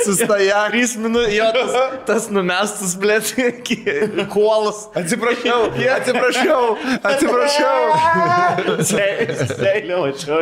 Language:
Lithuanian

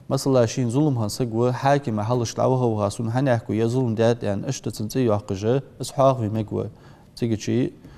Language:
Ingush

